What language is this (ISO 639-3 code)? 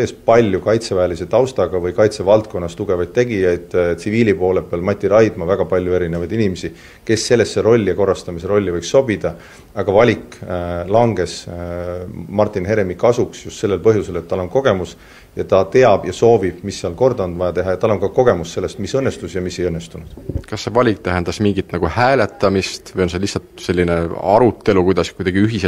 est